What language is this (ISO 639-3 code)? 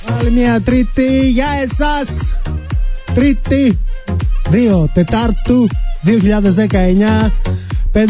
ell